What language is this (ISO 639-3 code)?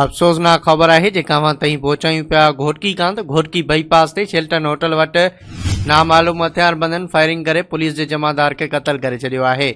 snd